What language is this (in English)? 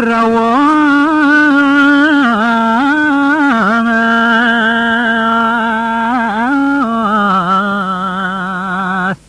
Balinese